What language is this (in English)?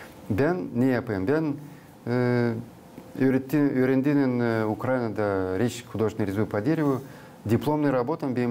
Gagauz